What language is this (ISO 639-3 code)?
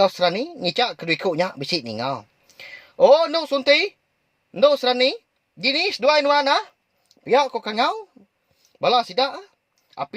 iba